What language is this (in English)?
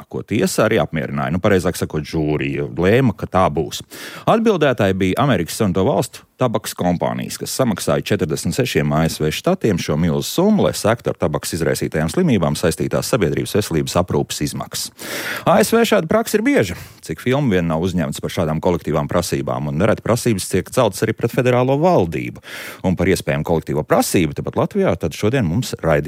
Latvian